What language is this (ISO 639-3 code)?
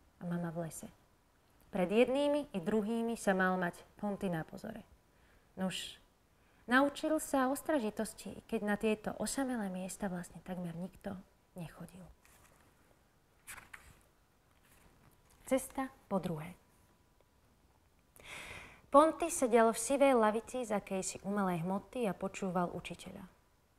slk